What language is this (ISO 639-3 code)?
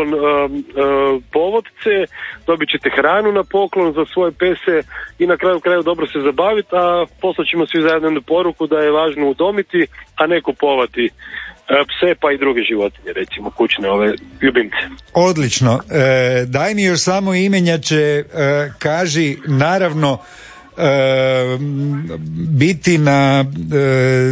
hrv